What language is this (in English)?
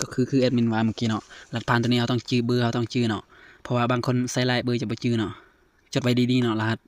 Lao